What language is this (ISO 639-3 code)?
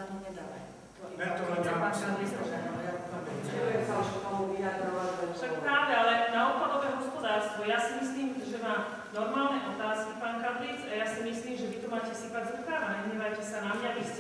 slk